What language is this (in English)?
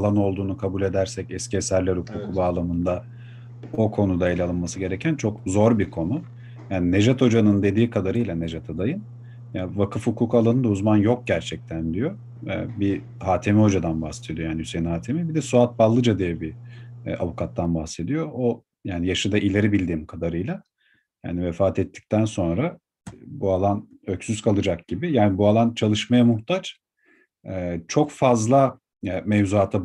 Turkish